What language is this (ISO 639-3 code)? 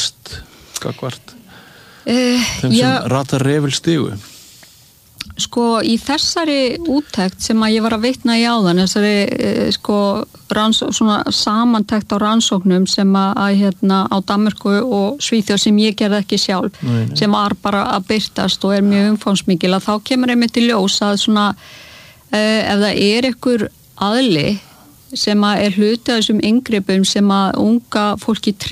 isl